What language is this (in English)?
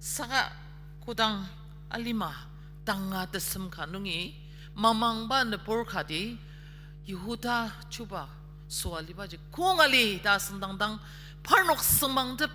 Ao Naga